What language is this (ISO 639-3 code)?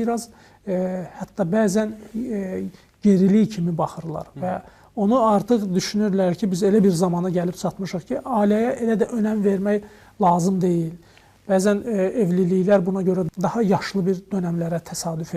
aze